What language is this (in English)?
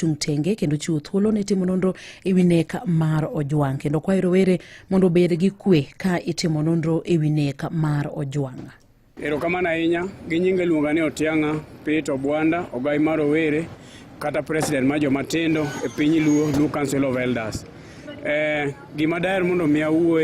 Luo (Kenya and Tanzania)